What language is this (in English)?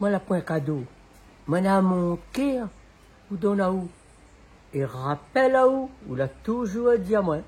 Réunion Creole French